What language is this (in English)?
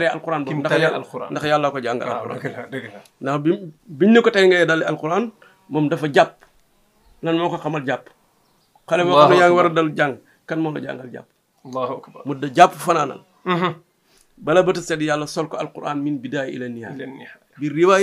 Wolof